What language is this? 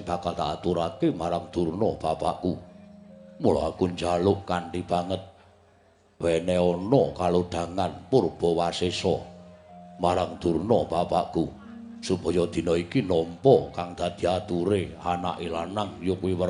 Javanese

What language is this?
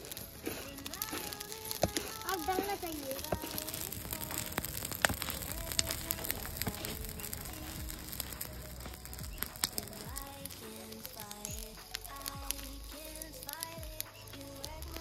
Hindi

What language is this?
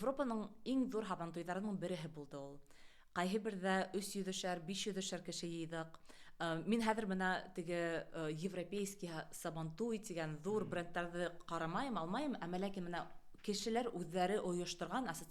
Bashkir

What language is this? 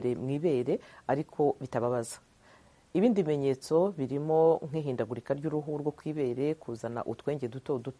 Kinyarwanda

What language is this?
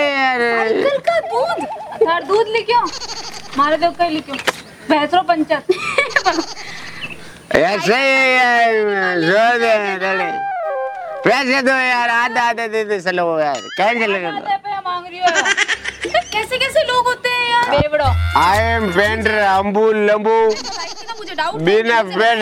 Hindi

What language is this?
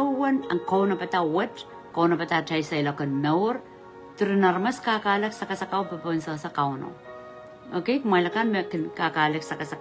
Pohnpeian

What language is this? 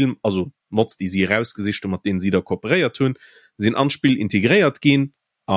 Luxembourgish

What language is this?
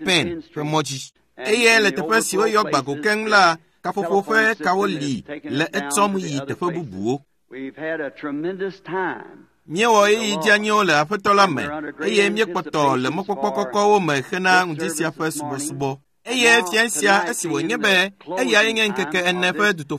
Ewe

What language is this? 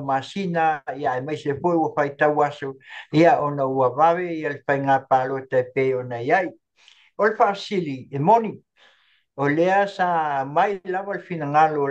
Samoan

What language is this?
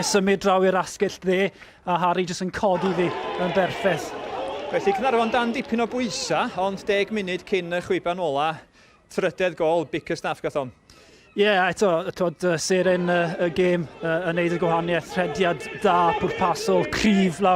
Welsh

